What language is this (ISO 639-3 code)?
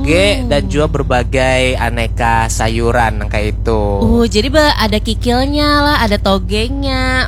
bjn